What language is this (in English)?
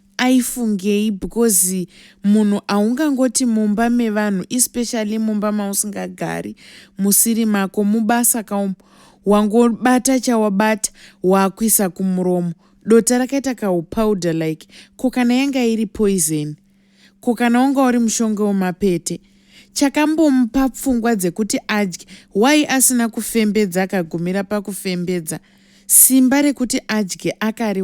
Shona